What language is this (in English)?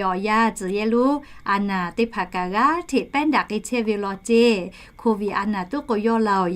Lahu